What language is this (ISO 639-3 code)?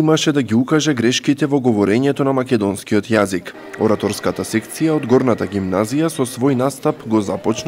mkd